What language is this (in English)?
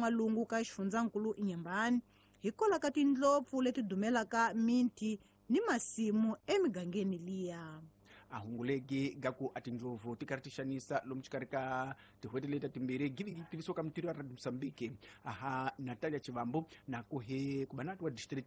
Tsonga